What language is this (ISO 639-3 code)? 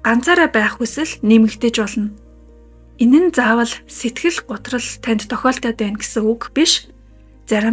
mon